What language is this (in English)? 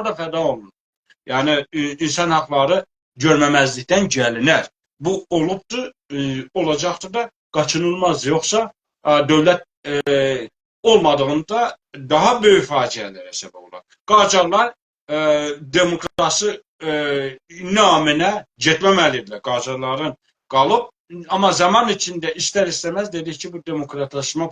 South Azerbaijani